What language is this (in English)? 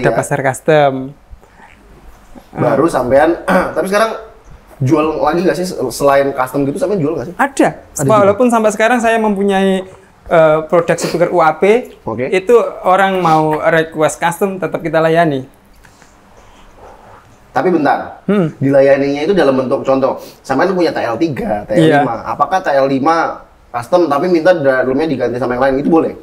Indonesian